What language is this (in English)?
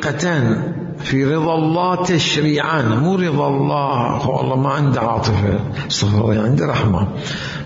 Mesopotamian Arabic